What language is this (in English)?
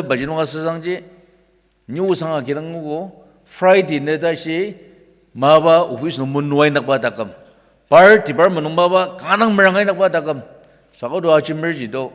Ao Naga